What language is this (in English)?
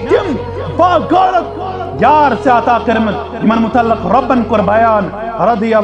Kashmiri